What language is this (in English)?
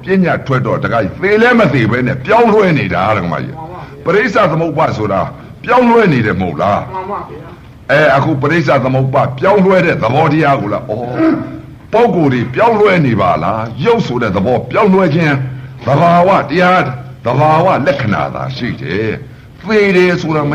Burmese